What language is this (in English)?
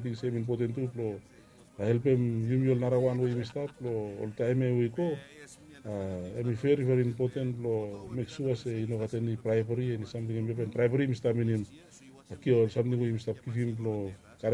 Bislama